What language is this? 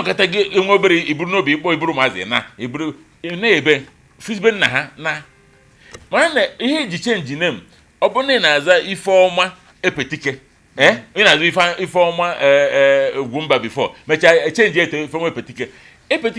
Igbo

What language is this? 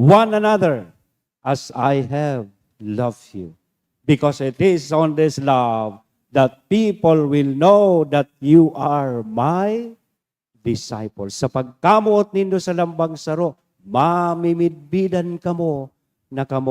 Bikol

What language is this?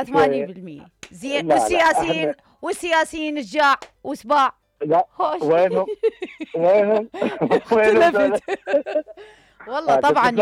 Mesopotamian Arabic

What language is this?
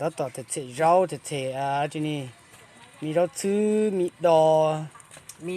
Hmong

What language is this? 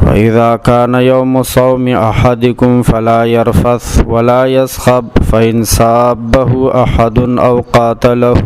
Pashto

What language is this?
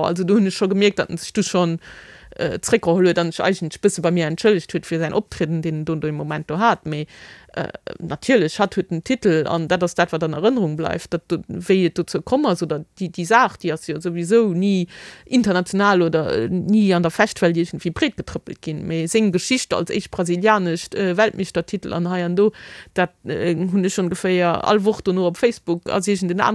Luxembourgish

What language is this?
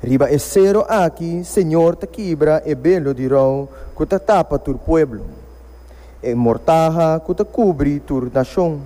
Papiamento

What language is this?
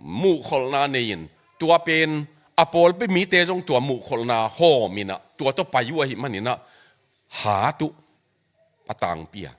Tedim Chin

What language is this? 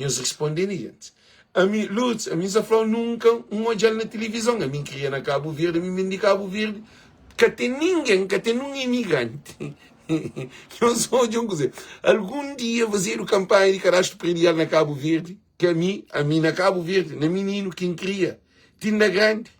Kabuverdianu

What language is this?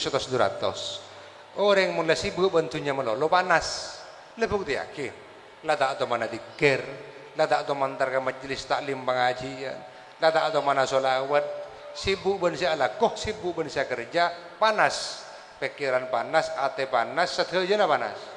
Madurese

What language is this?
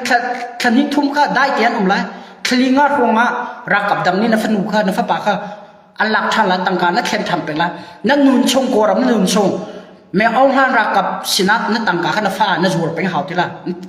Hakha Chin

